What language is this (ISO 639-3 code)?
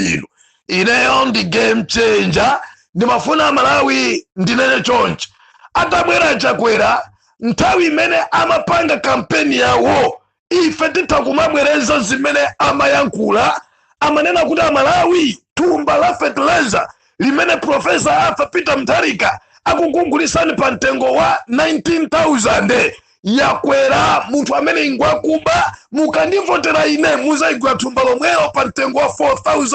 nya